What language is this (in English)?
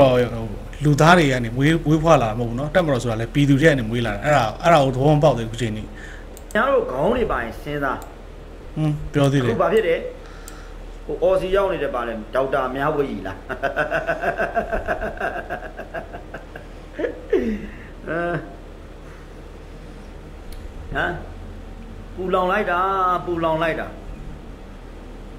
Burmese